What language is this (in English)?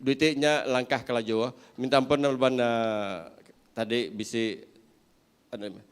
Iban